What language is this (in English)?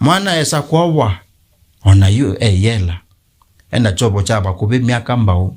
Kamba